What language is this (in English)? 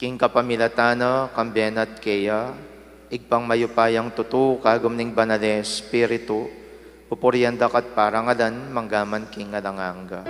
Pampanga